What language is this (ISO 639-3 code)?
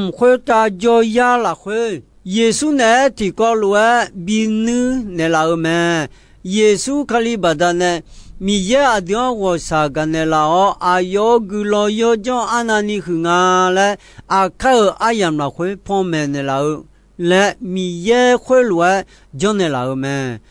ahk